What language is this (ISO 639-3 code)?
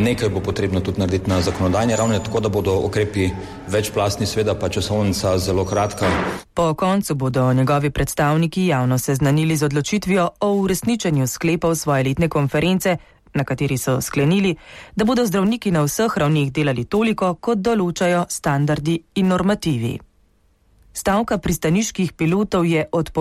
slv